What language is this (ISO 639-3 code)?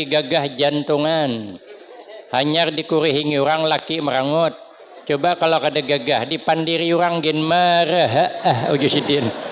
bjn